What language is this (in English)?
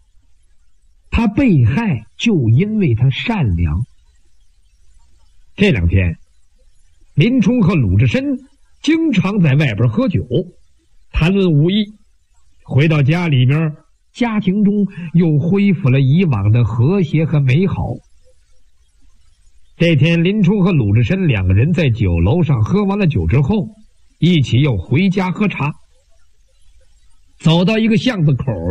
Chinese